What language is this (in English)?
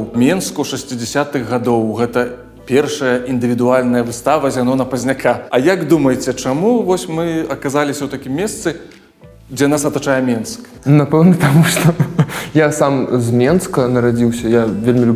Belarusian